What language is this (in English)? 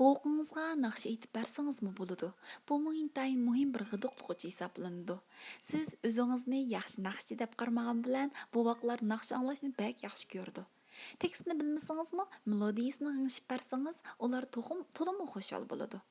Uyghur